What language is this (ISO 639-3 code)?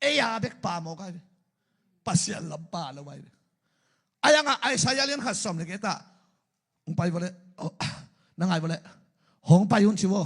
ctd